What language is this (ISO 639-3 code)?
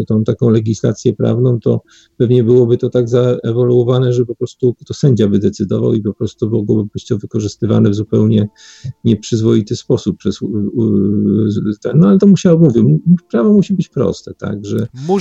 pol